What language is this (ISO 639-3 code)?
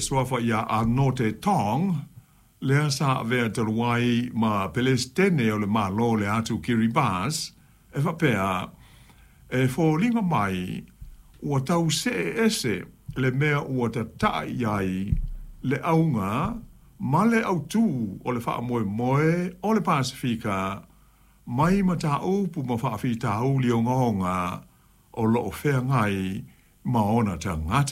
smo